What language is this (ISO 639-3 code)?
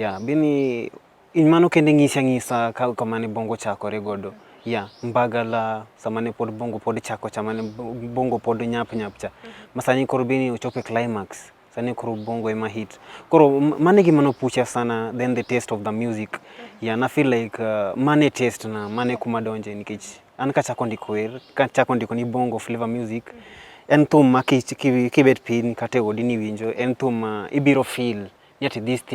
luo